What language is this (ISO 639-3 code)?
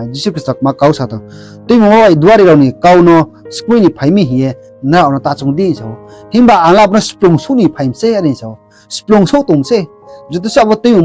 ria